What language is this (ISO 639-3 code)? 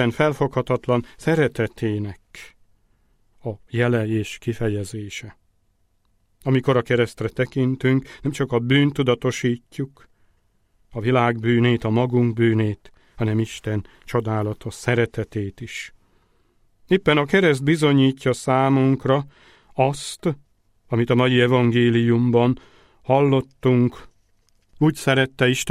hun